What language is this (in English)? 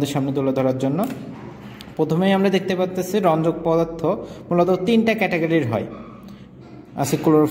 Bangla